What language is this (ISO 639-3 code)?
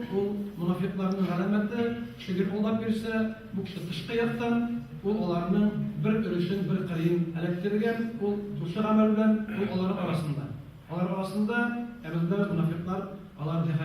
tat